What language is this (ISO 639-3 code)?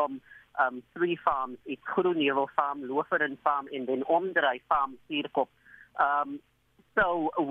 eng